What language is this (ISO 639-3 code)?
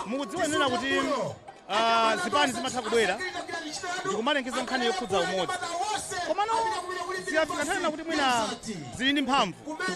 nya